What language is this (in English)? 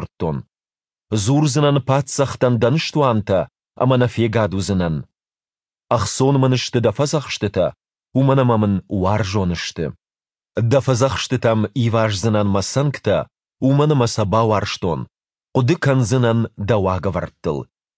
Ossetic